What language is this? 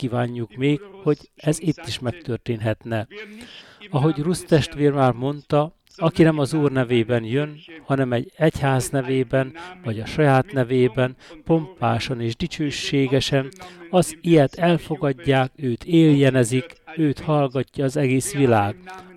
Hungarian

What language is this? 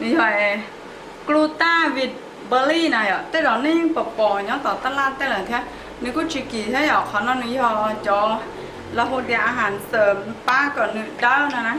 Hmong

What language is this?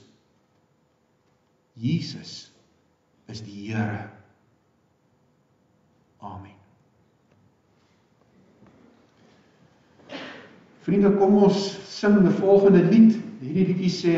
Afrikaans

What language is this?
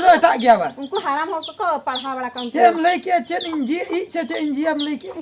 Santali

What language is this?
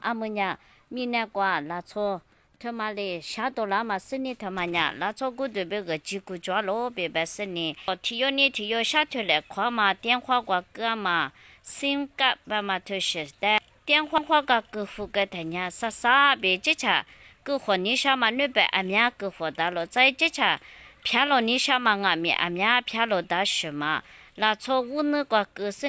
Lisu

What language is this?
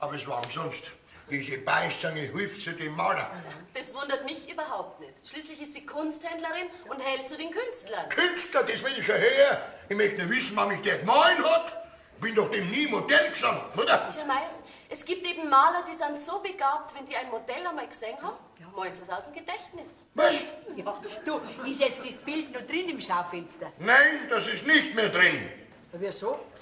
Bavarian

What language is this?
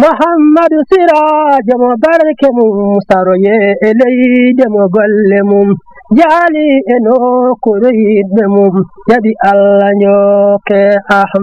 Fula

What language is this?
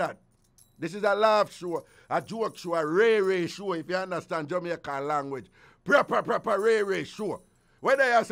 Jamaican Creole English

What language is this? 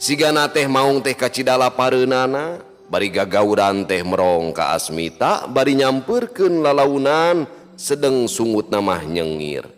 Sundanese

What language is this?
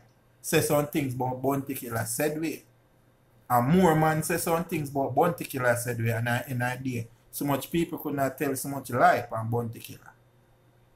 Jamaican Creole English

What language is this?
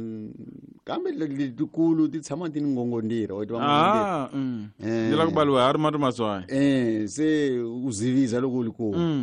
Tsonga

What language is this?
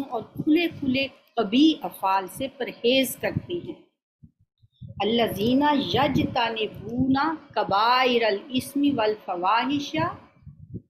Urdu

